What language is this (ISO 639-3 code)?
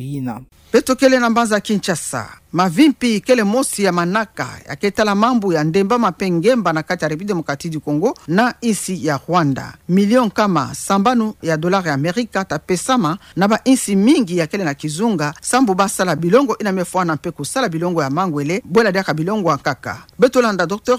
ktu